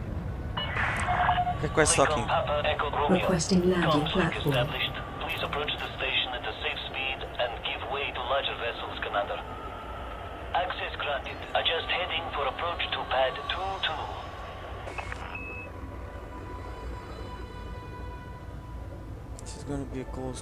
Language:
English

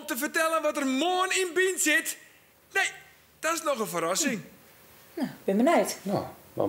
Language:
Western Frisian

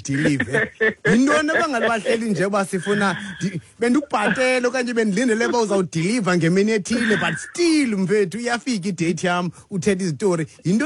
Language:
Xhosa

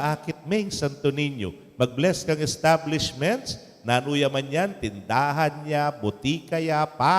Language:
Pampanga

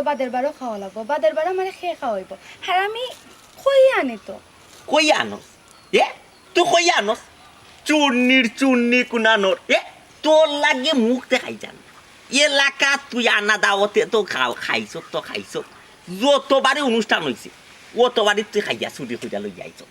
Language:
Sylheti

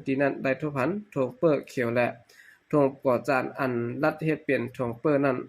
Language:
Shan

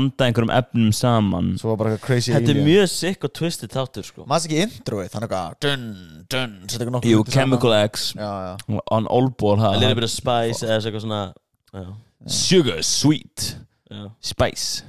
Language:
Icelandic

